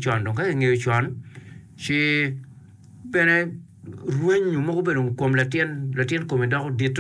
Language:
Acoli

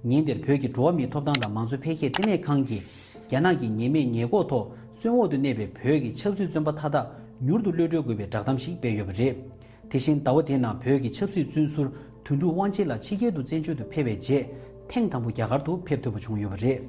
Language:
Tibetan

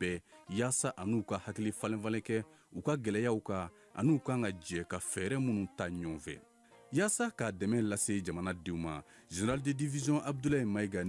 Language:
Bambara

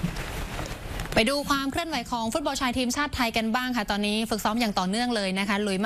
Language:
Thai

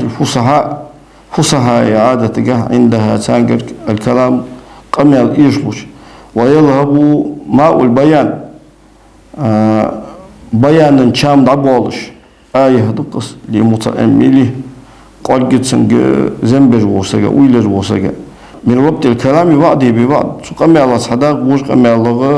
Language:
Ingush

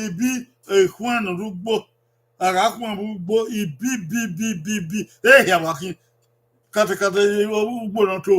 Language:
Bini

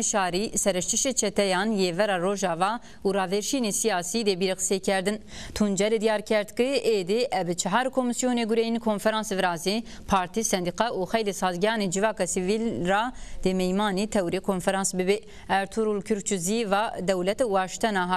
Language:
Zaza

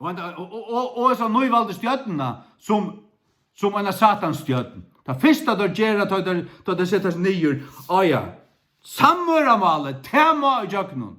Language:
Faroese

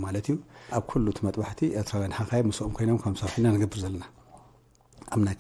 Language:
Tigrinya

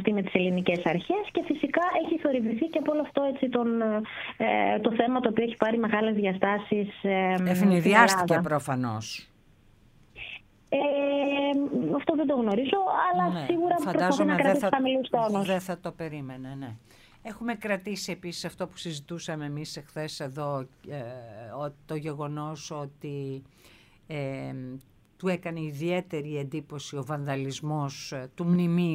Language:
Greek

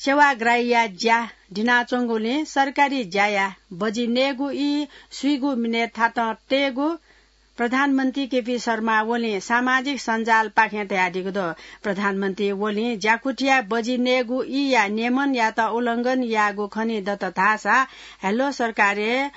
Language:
Newari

